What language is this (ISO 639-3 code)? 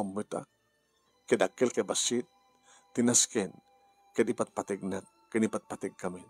ilo